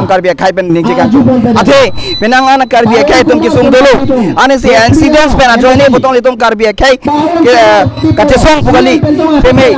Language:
Karbi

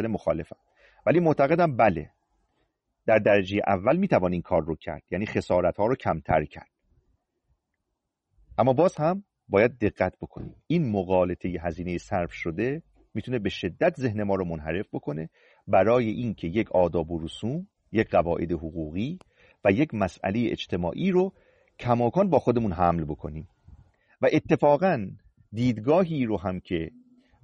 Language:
Persian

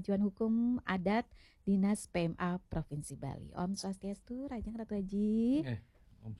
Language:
Balinese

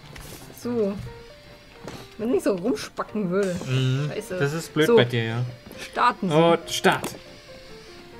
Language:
German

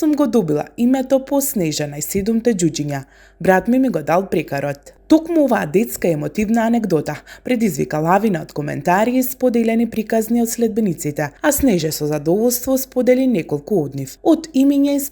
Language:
Macedonian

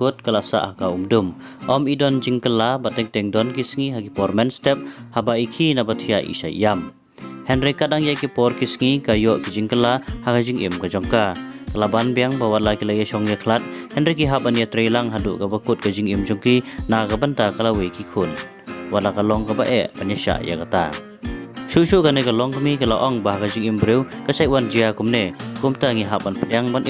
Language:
Khasi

